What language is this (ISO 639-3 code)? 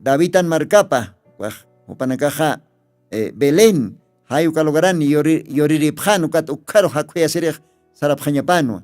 aym